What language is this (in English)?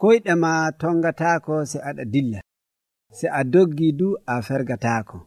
Nigerian Fulfulde